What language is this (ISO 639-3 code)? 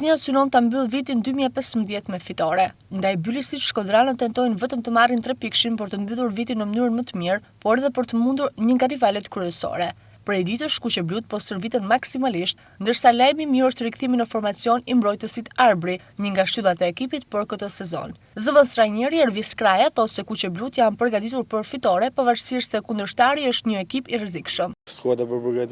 sqi